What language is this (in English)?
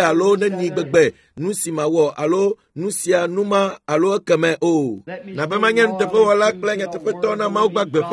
Ewe